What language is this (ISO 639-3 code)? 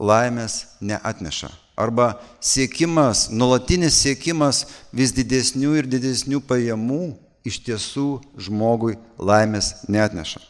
lit